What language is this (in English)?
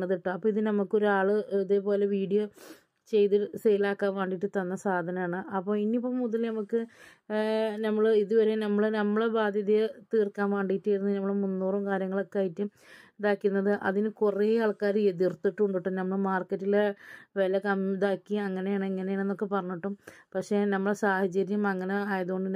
Malayalam